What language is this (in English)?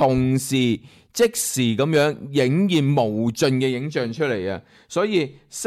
Cantonese